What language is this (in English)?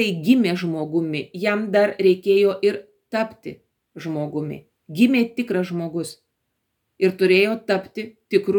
Lithuanian